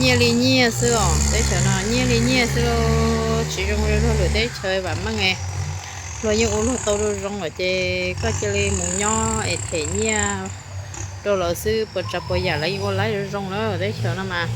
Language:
Hmong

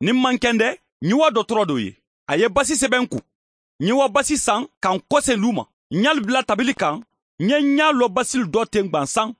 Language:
Mandingo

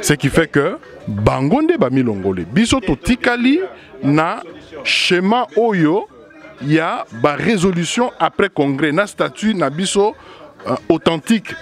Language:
Lingala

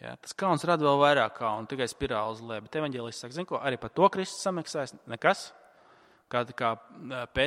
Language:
Latvian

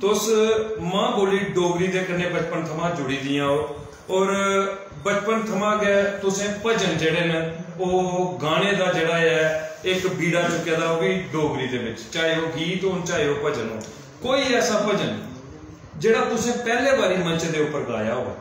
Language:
Dogri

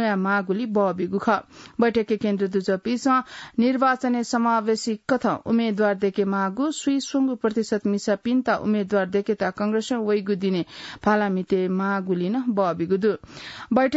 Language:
Newari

